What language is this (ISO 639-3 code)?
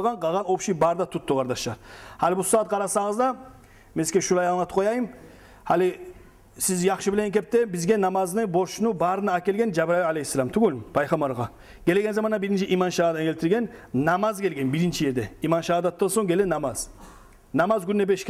kum